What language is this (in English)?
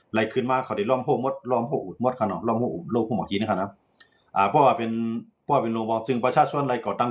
Shan